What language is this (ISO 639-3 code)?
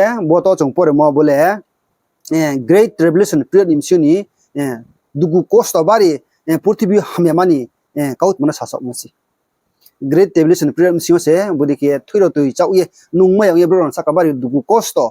ria